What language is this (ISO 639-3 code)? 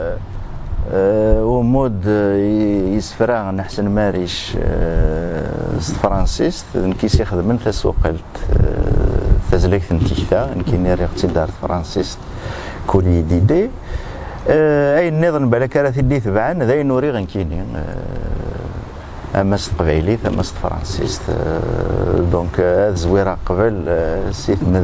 kab